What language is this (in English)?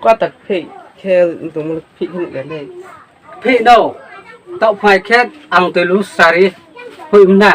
Riang (India)